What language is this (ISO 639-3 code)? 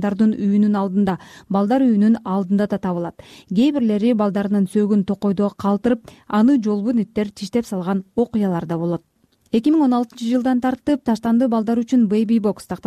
kir